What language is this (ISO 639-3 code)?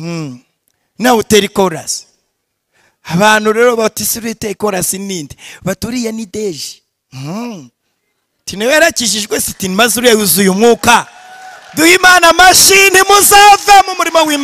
kin